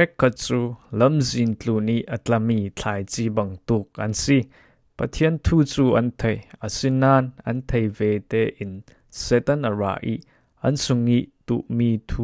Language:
Falam Chin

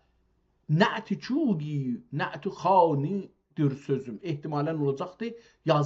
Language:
South Azerbaijani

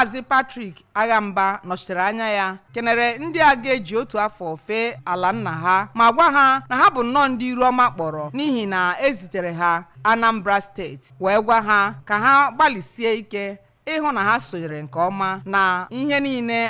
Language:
Igbo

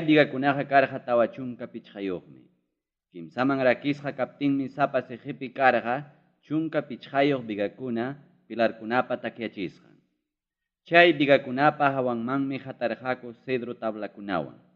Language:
Ayacucho Quechua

